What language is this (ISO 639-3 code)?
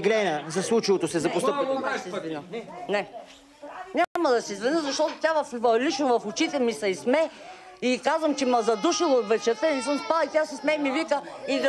bul